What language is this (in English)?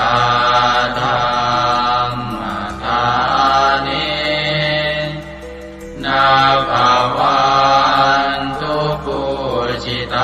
Pali